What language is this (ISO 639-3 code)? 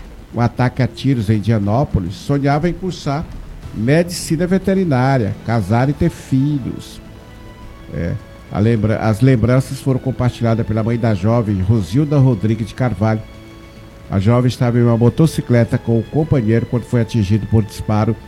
por